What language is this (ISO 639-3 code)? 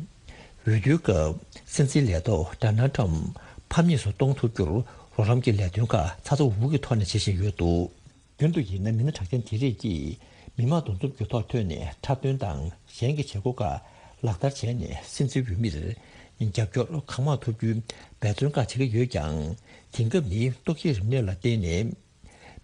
bod